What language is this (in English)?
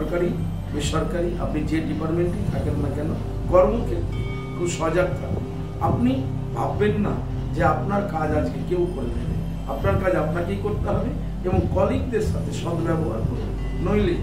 Bangla